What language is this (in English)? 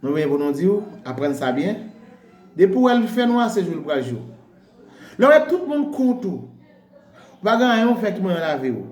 Haitian Creole